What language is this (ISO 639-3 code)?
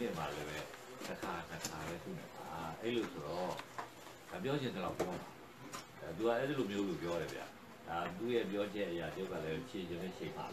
mya